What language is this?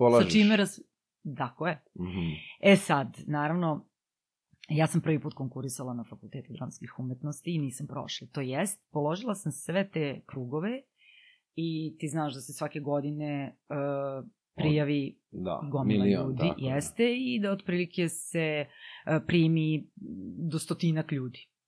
Serbian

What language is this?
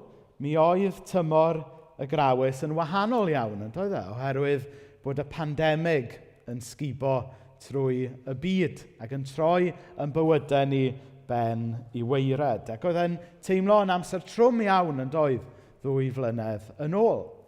Welsh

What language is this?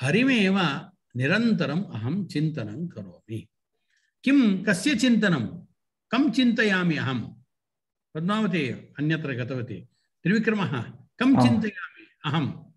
Sanskrit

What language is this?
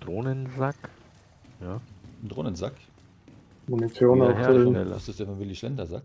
Bavarian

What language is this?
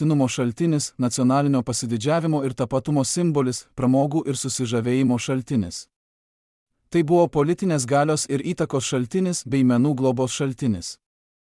Lithuanian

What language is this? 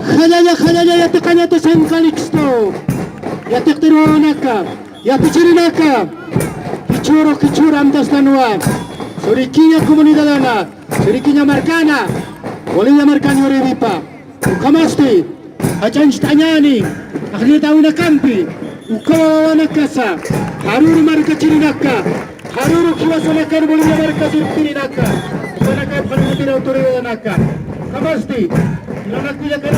Aymara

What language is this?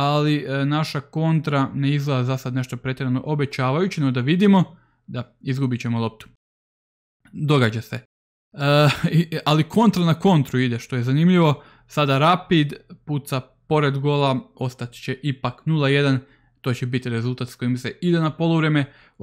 Croatian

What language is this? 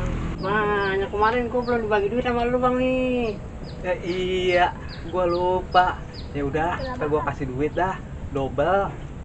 Betawi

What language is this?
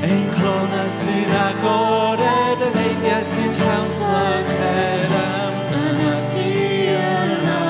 Welsh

